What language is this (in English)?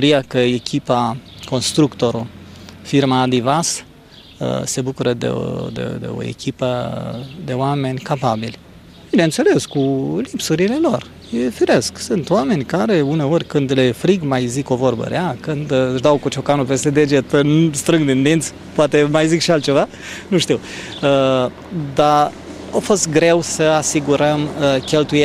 Romanian